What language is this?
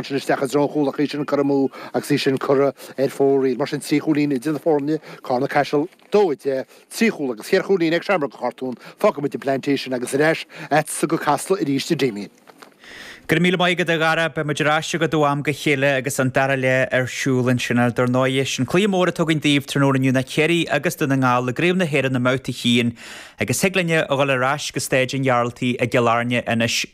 Irish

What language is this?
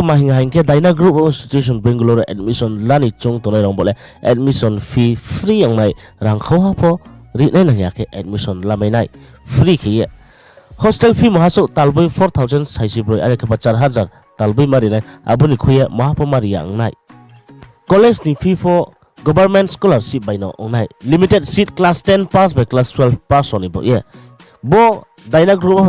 Riang (India)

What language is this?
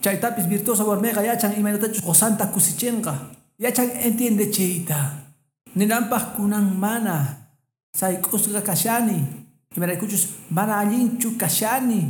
Quechua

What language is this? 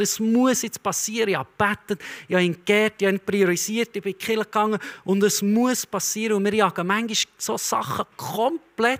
Swiss German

